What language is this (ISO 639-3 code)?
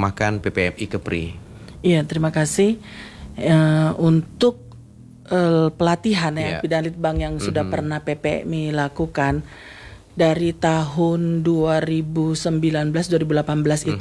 ind